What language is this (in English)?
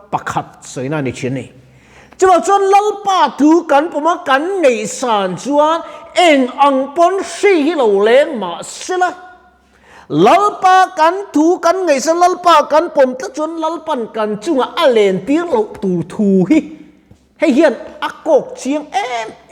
Mizo